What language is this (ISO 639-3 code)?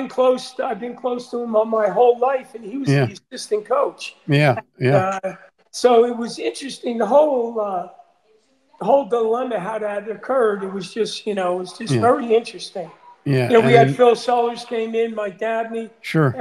eng